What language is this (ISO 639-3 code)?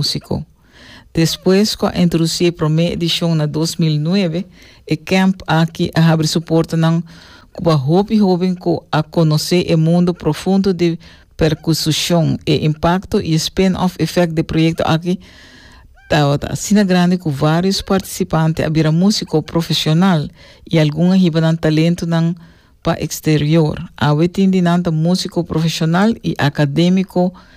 pap